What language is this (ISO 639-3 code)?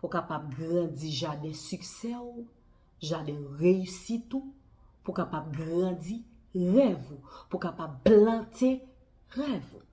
hat